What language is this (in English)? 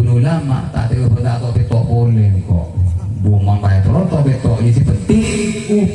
Madurese